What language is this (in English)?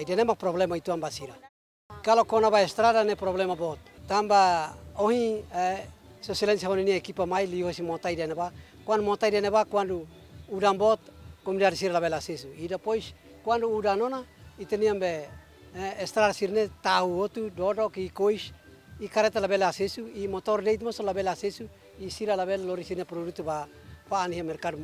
Tetum